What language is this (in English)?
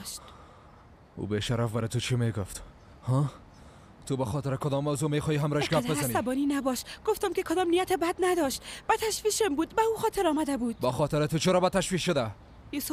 Persian